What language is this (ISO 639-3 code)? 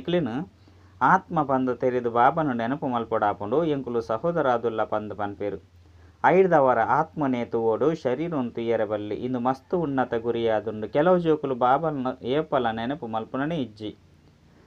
tcy